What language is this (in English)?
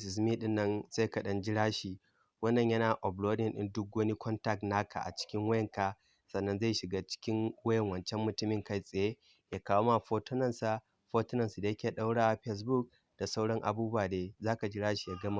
Hausa